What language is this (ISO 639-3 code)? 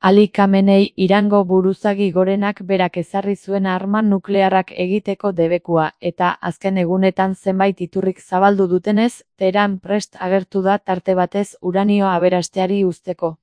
eus